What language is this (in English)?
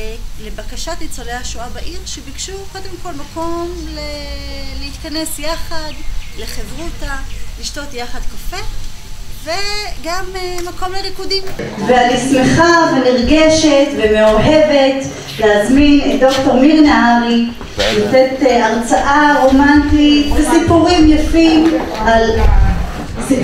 Hebrew